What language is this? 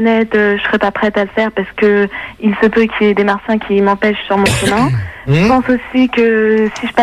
French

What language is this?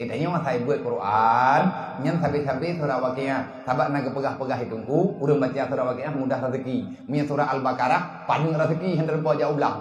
Achinese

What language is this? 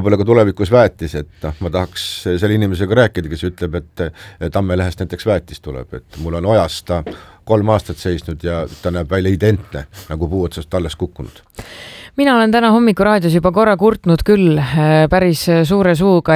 Estonian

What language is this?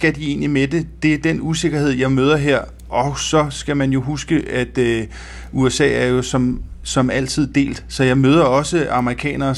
Danish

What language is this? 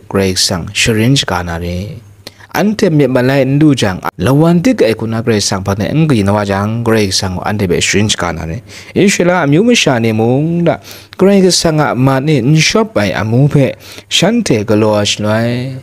Kachin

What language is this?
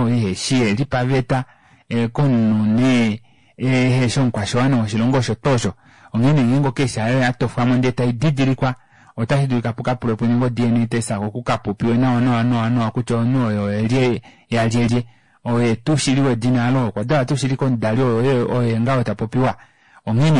Kuanyama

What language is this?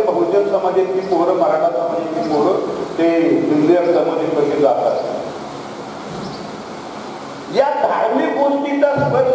Marathi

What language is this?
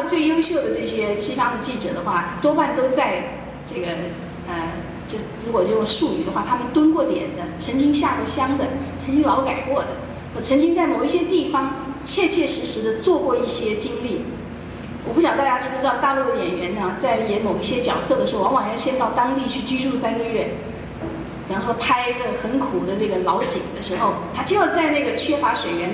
Chinese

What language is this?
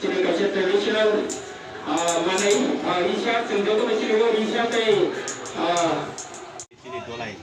Kok Borok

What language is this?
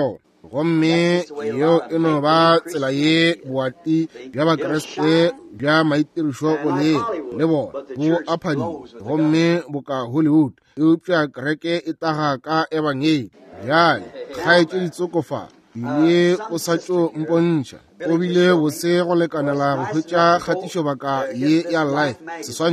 Northern Sotho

